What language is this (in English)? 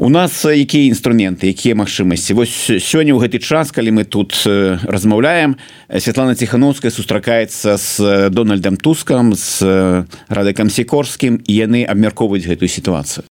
Belarusian